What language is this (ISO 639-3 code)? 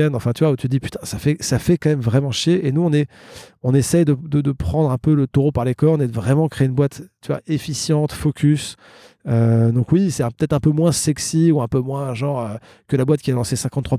fra